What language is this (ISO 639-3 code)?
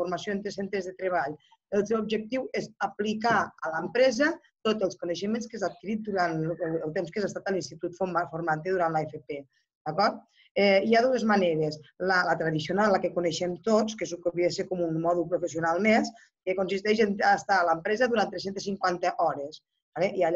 cat